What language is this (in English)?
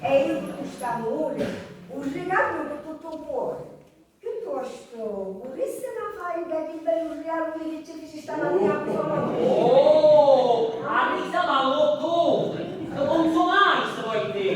Sicilian